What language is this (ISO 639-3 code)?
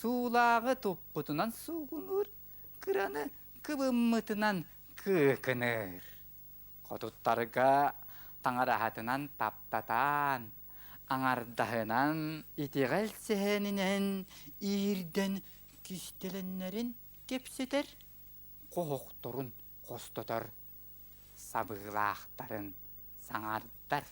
sah